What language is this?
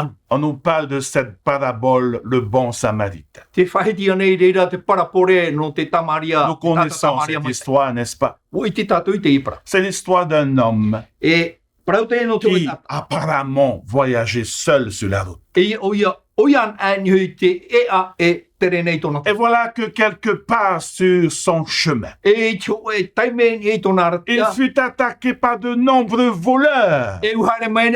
Tahitian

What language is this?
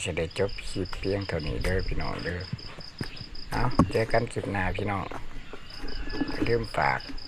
Lao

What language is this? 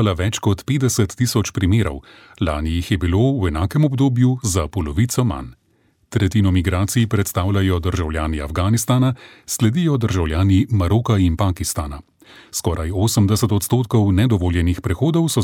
Slovenian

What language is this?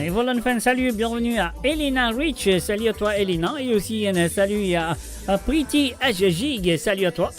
Morisyen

